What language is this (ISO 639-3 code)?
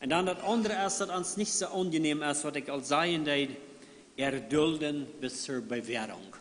pdt